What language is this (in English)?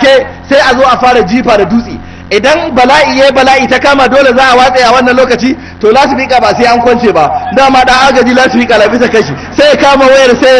Hausa